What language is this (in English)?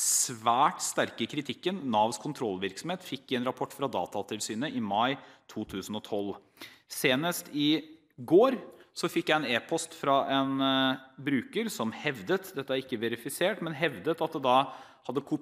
Norwegian